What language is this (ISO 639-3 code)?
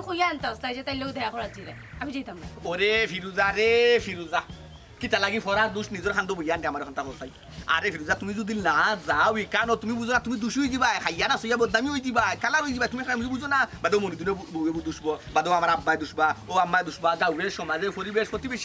syl